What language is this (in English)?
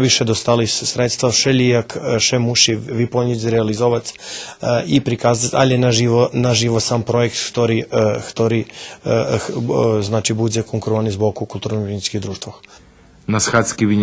Rusyn